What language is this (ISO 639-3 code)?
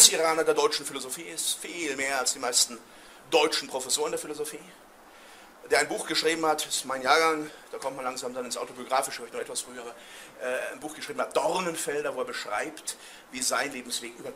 deu